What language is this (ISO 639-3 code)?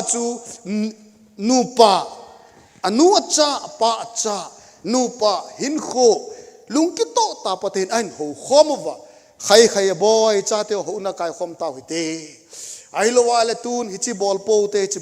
tcz